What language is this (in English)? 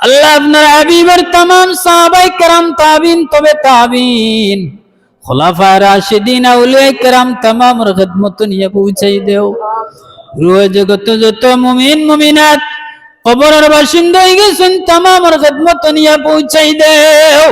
Sylheti